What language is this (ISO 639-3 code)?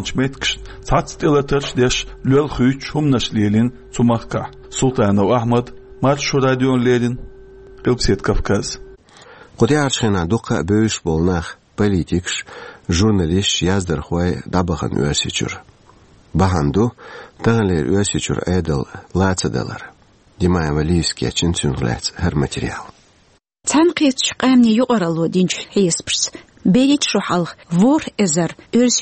che